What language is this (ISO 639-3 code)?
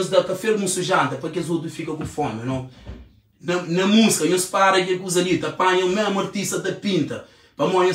kea